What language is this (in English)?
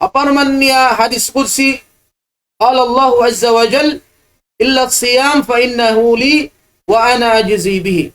Tausug